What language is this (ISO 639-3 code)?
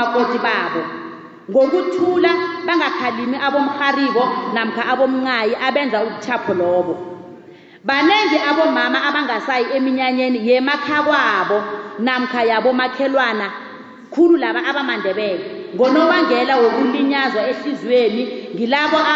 nbl